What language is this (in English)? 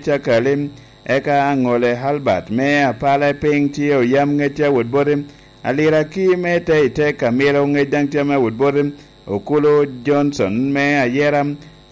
Lango (Uganda)